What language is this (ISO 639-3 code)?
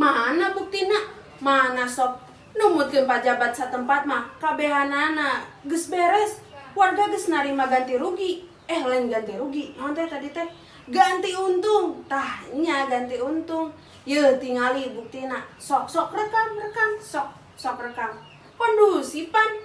sun